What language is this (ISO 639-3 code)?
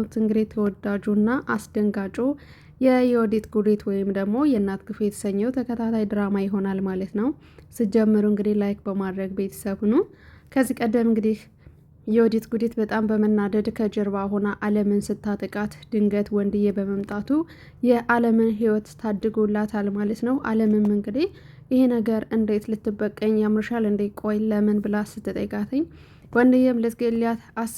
amh